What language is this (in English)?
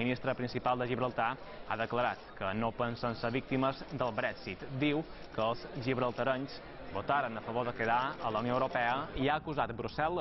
Catalan